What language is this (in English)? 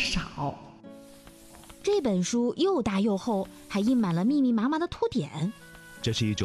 Chinese